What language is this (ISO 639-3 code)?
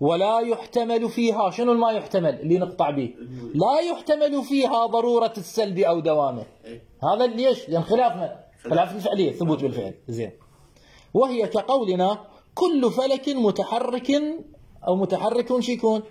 acm